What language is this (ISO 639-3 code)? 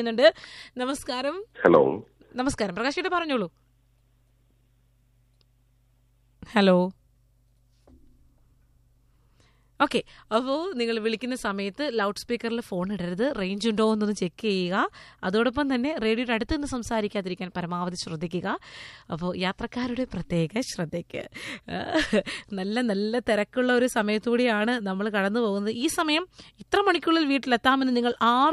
mal